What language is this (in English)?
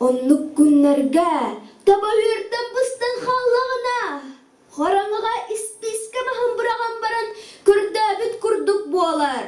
Yakut